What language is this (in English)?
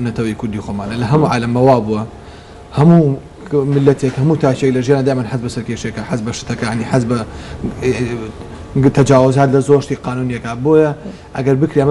Central Kurdish